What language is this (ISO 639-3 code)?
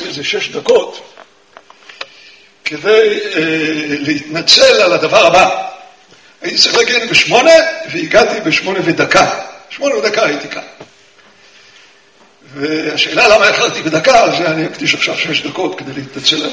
heb